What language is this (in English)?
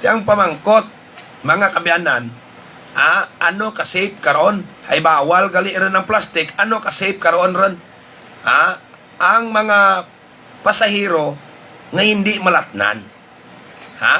Hiligaynon